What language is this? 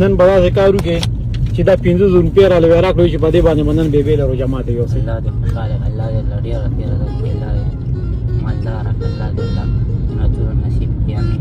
Pashto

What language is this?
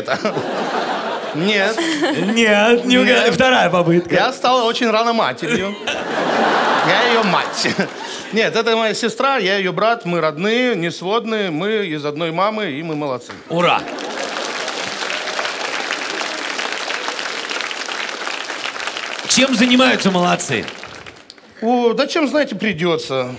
Russian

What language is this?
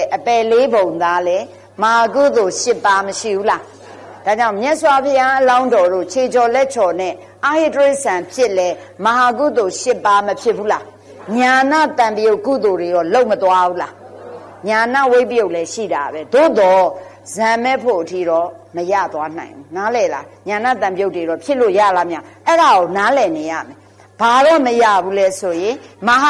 Burmese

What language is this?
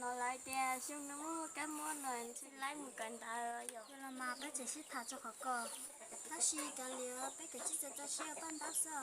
Hmong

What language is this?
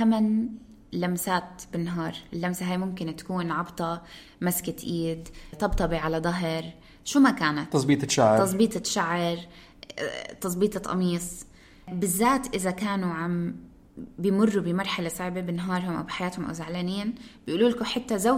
North Levantine Arabic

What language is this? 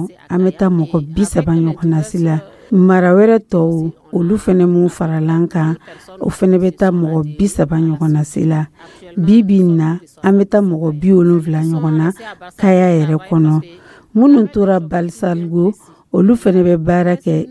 Dyula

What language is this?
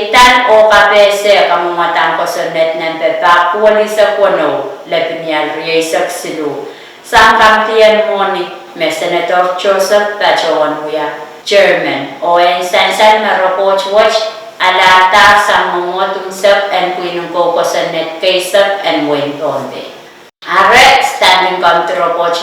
Pohnpeian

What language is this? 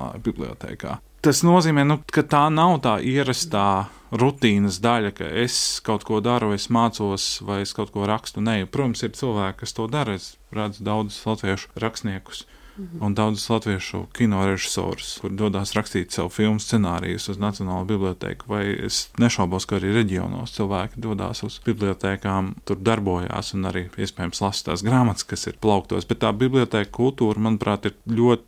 Latvian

